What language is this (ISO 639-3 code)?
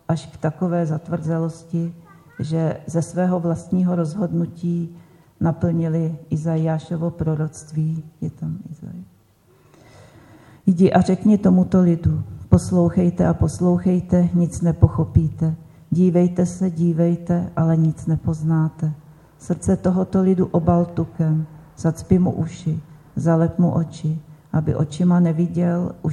ces